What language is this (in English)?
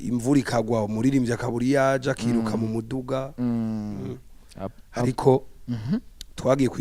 Rundi